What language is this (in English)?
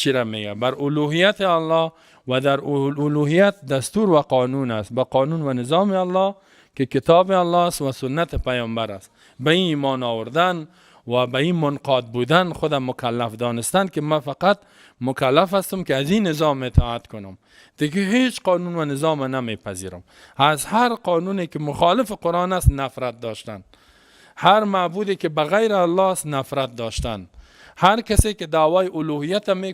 Persian